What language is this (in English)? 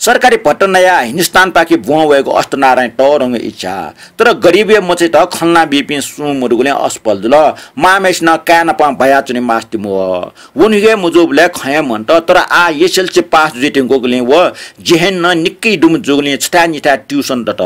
Newari